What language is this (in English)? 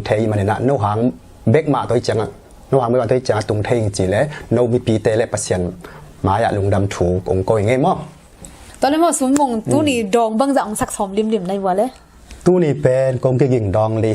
Tedim Chin